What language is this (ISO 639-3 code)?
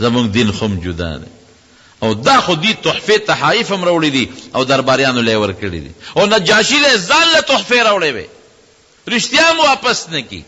pus